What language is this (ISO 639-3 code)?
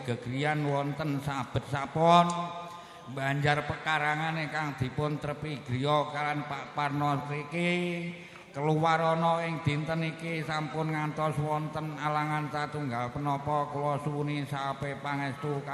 jav